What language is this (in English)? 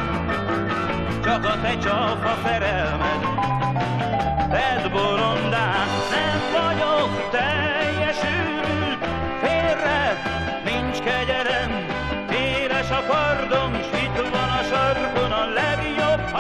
Hungarian